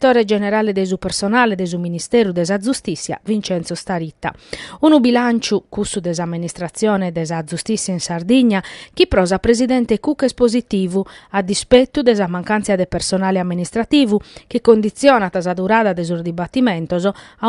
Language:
Sardinian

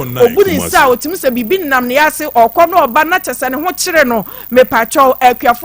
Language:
Akan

